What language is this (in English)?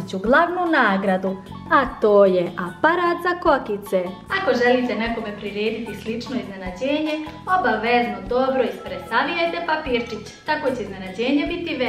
Croatian